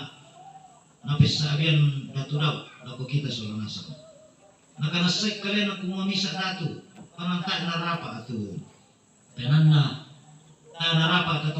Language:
Toraja-Sa'dan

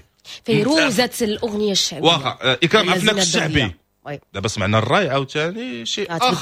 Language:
Moroccan Arabic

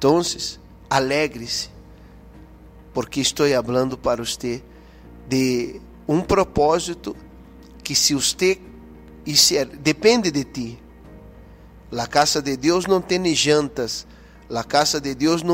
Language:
Portuguese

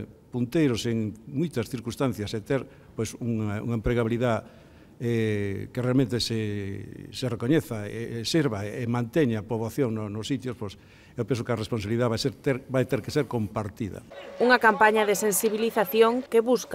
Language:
Galician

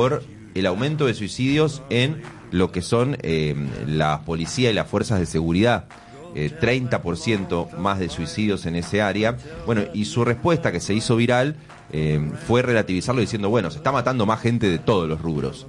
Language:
Spanish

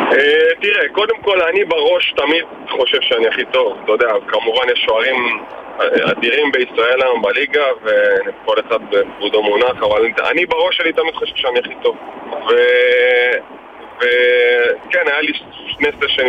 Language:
Hebrew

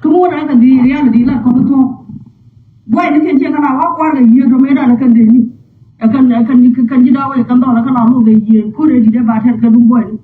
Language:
Nuer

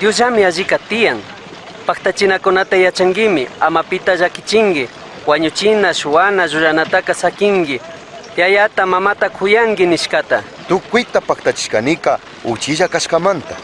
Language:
Chimborazo Highland Quichua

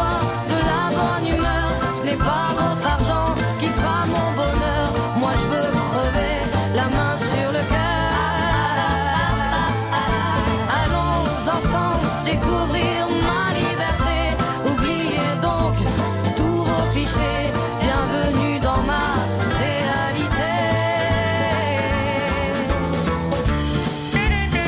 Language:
French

